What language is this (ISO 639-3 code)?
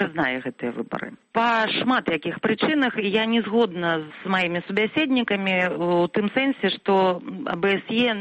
bel